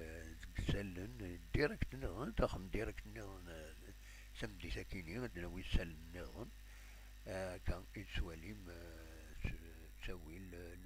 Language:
Kabyle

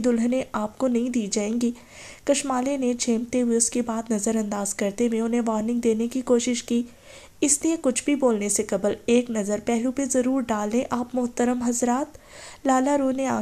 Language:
Urdu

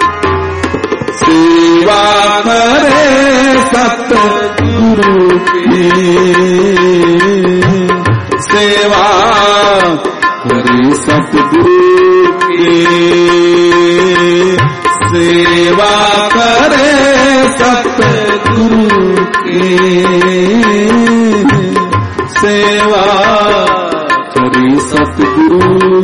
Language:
Punjabi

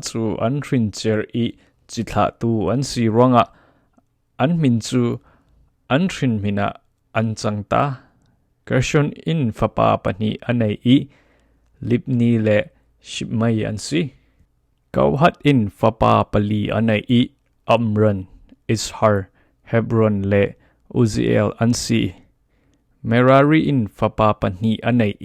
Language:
Falam Chin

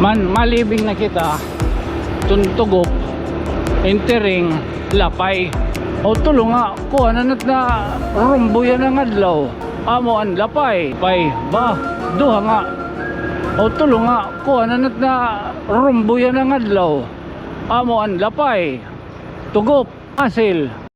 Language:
Waray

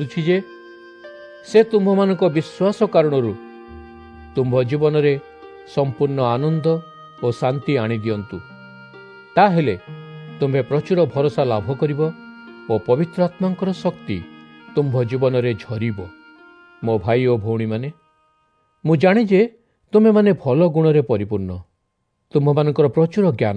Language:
Odia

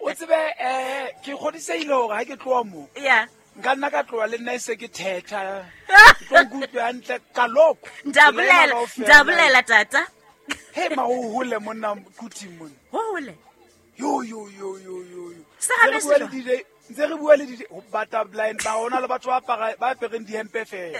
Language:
Southern Sotho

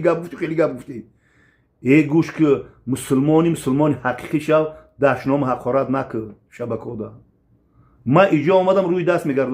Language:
Tajik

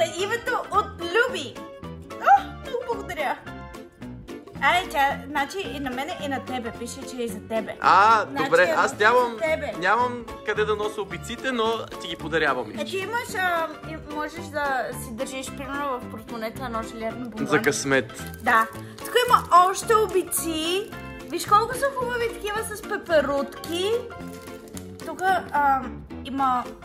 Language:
Bulgarian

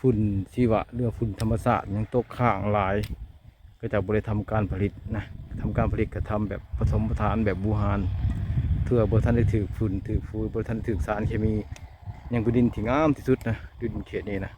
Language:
Lao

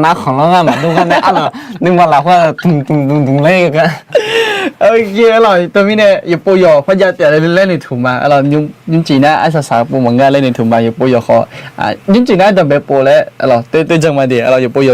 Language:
Akha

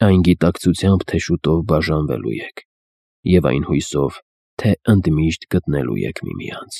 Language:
Armenian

